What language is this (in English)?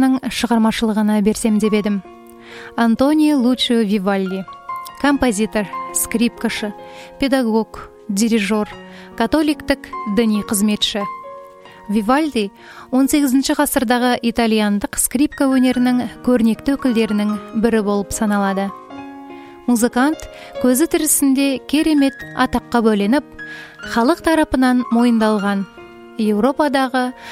Kazakh